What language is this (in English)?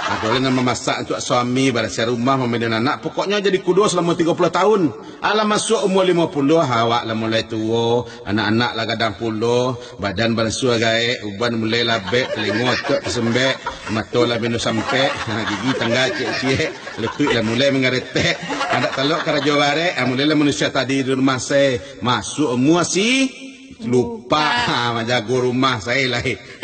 Minangkabau